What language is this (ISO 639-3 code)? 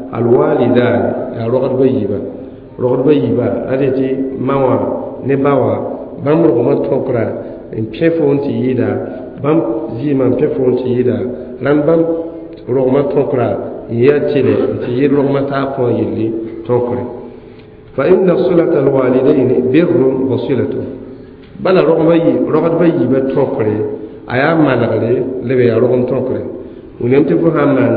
mos